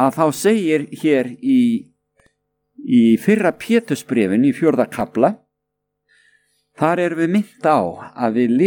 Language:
Icelandic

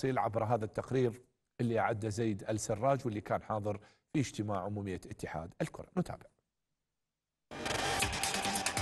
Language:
Arabic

